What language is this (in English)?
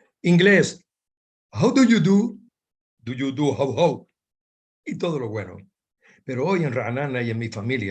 Ladino